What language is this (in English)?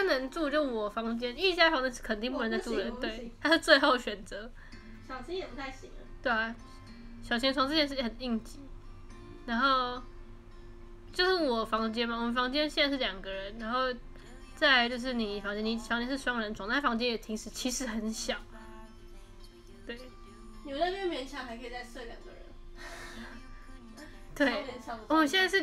Chinese